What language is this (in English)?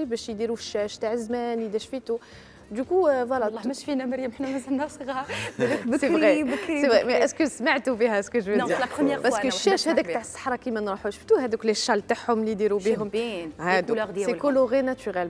Algerian Arabic